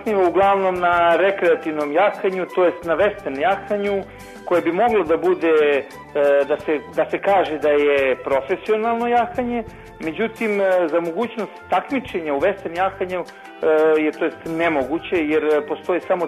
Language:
Serbian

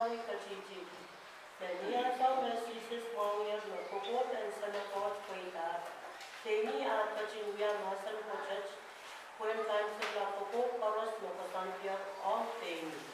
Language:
Pohnpeian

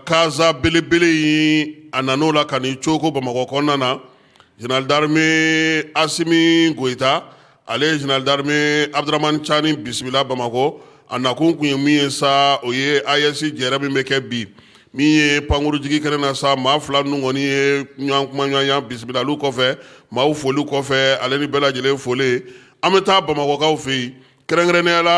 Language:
Bambara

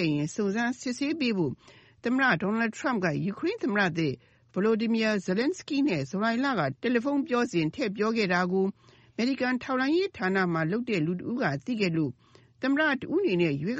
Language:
Burmese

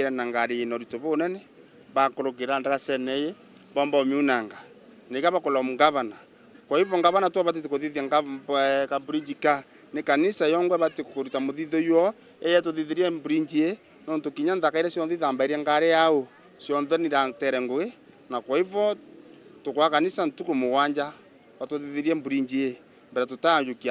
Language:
Meru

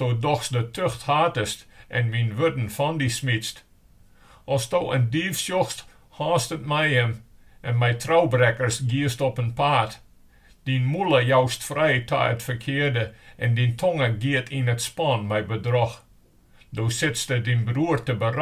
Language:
Western Frisian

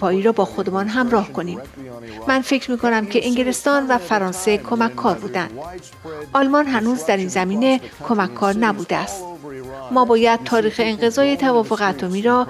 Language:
Persian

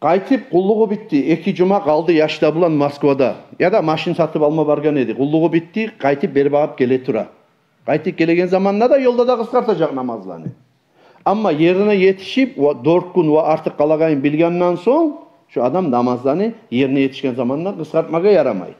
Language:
Kumyk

